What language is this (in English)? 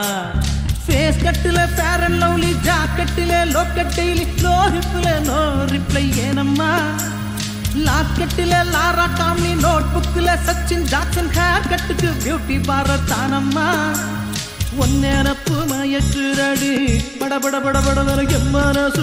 Tamil